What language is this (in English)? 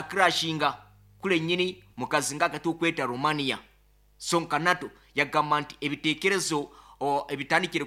Nyoro